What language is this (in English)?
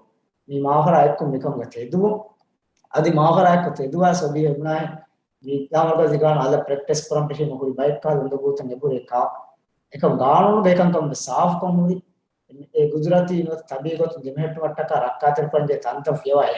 Divehi